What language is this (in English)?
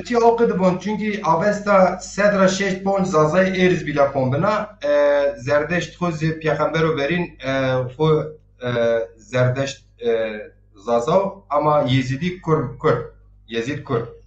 Zaza